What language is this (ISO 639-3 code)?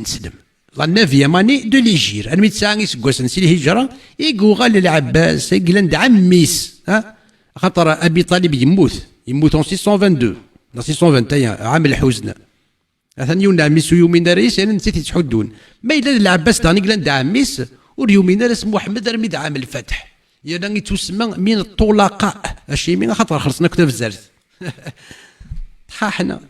kab